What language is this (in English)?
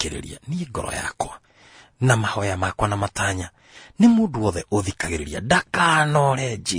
Kikuyu